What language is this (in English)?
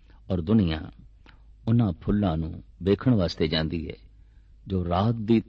Punjabi